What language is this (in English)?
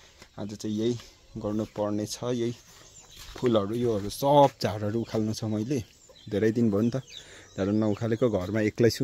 Nepali